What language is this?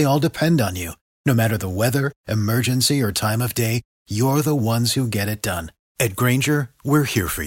English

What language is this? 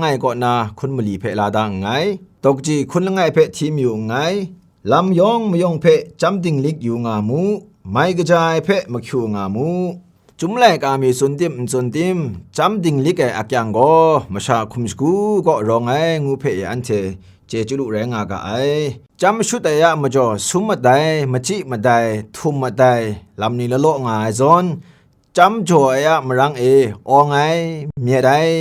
Kachin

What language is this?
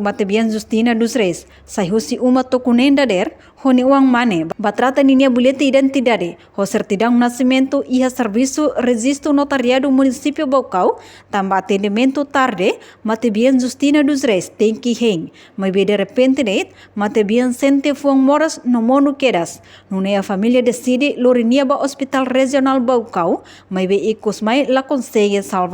Tetum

